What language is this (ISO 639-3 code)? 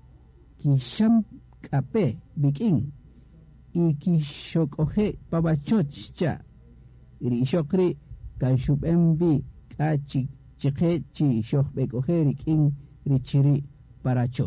cak